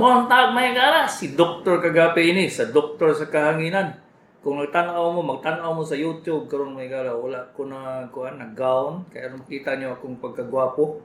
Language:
Cebuano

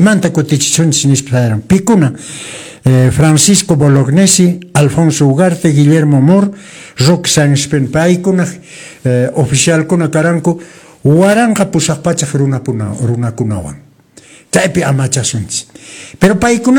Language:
Quechua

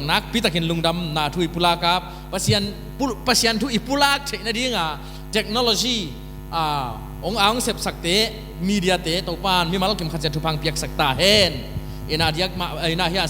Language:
Tedim Chin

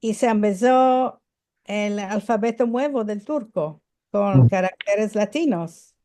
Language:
Ladino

